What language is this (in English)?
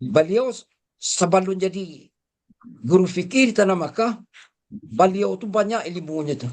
Minangkabau